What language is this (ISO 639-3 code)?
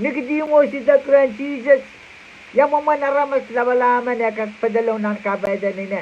pon